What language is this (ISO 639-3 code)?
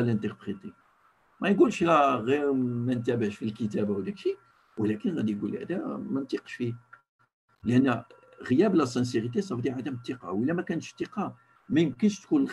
ary